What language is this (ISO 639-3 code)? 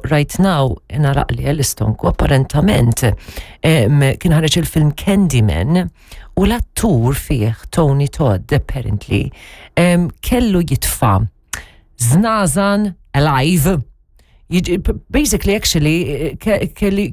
mlt